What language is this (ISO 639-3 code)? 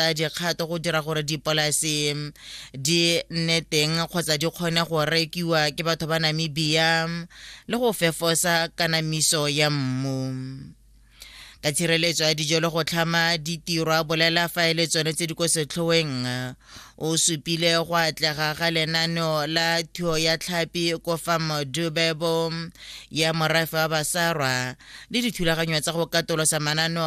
tsn